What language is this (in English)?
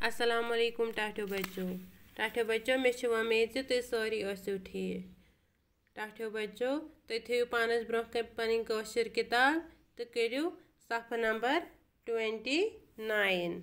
Kashmiri